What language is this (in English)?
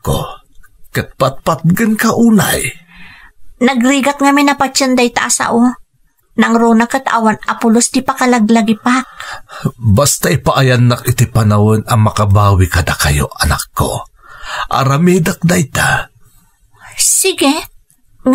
Iloko